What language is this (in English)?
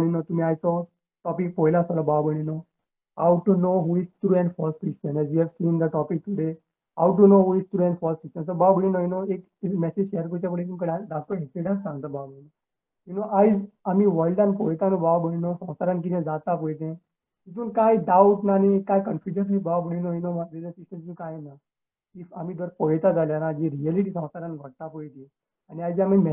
Konkani